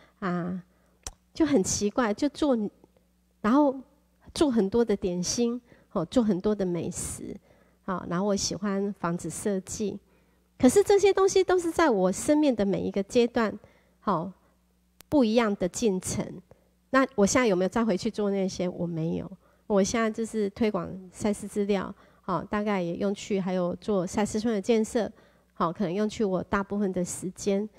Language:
Chinese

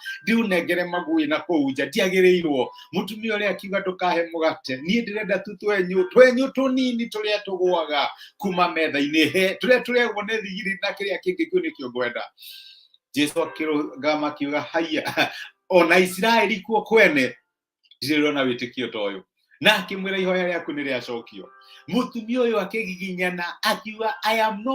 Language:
Kikuyu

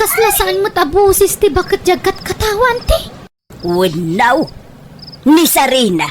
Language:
Iloko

